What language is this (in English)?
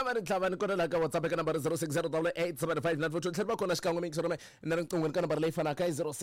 Tsonga